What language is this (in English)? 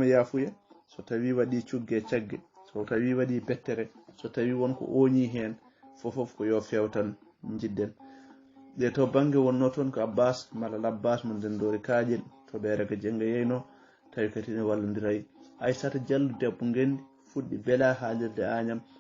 Fula